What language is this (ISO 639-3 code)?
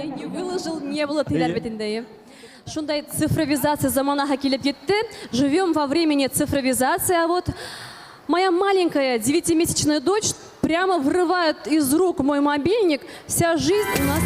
bak